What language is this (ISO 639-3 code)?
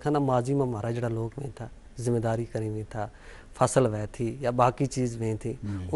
gju